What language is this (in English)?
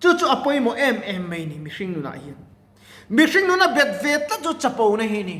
Mizo